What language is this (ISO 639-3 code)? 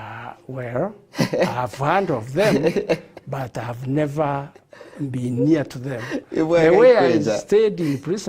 mer